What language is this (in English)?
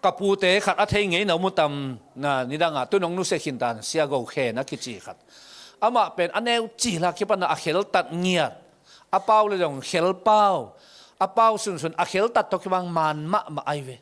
Tedim Chin